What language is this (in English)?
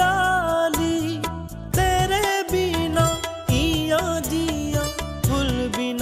Dogri